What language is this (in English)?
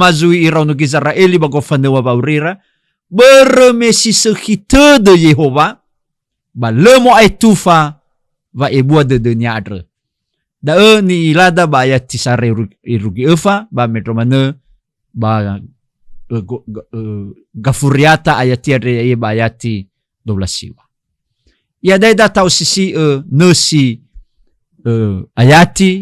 Nias